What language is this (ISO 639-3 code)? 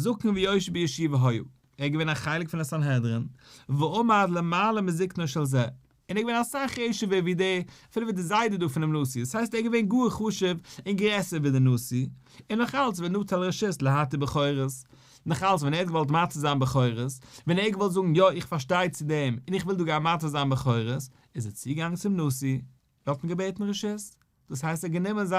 yid